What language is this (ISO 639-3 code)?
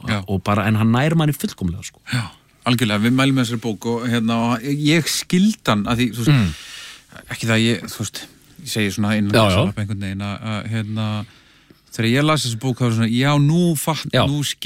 isl